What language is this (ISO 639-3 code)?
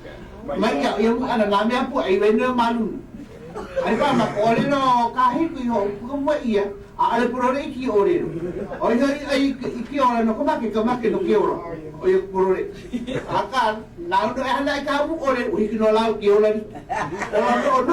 haw